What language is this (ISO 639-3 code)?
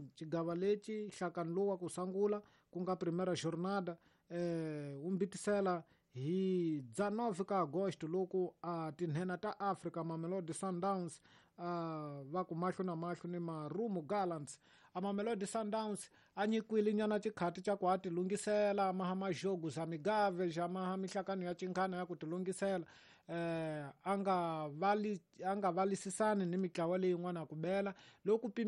tso